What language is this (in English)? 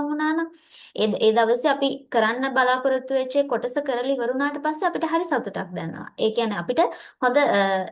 Sinhala